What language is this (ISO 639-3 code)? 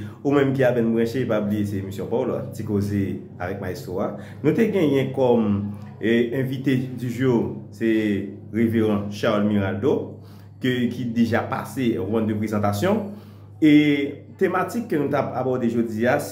hat